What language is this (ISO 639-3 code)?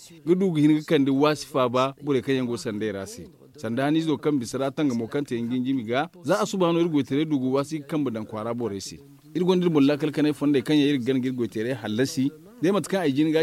dje